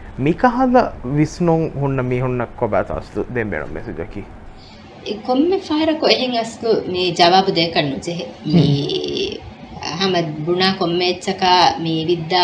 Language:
Divehi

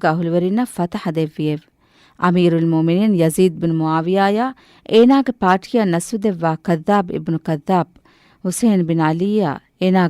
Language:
Divehi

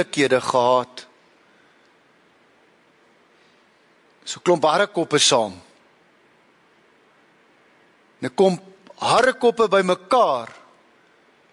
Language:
Afrikaans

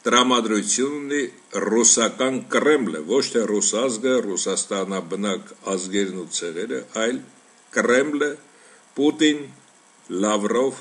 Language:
Armenian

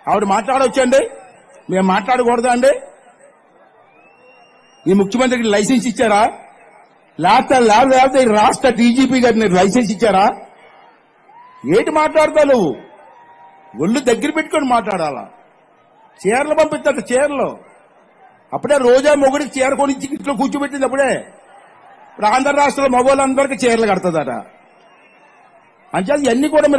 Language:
Telugu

